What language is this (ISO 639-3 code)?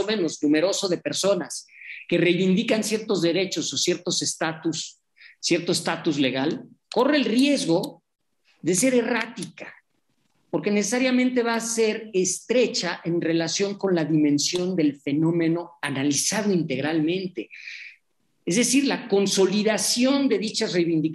spa